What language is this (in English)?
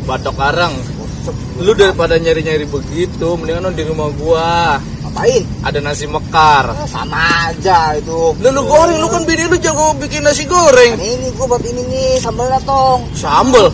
Betawi